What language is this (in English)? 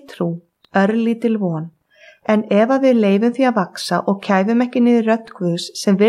Icelandic